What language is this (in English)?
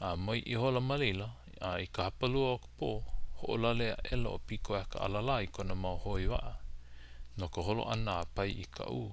Hawaiian